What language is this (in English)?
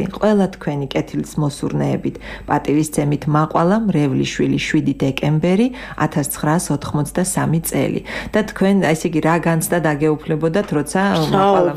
Georgian